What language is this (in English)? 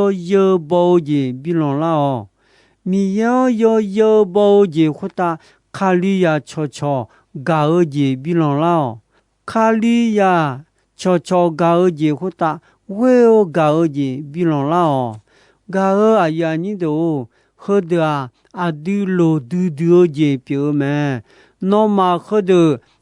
Akha